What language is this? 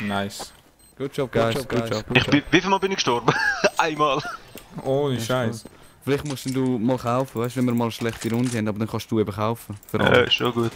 Swiss German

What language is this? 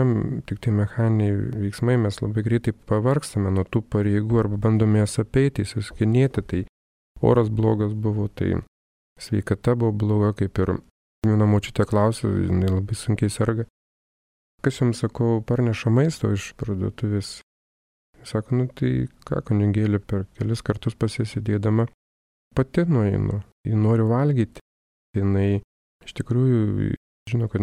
Lithuanian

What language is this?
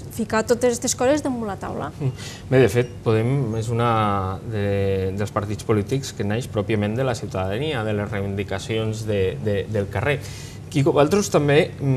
Catalan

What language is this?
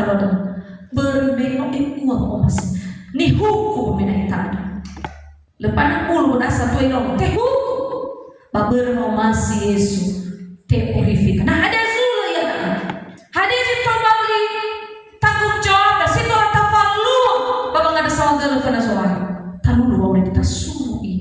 Nias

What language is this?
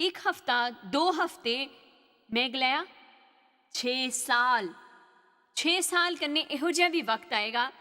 Dogri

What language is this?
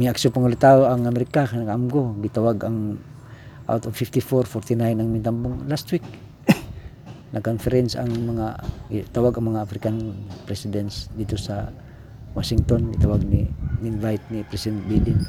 Cebuano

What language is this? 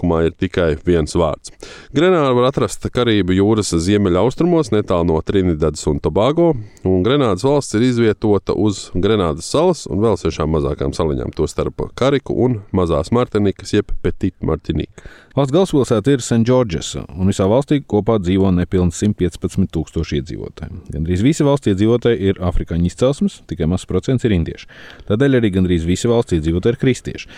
Latvian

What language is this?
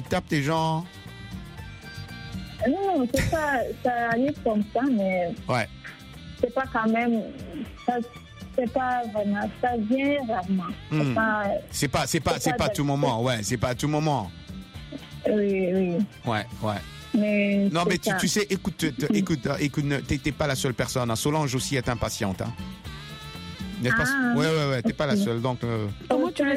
French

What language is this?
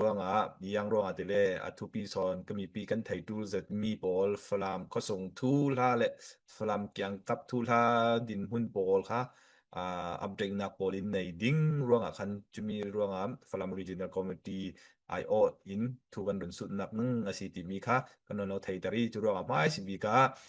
Falam Chin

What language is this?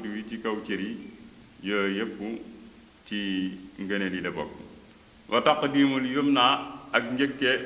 Wolof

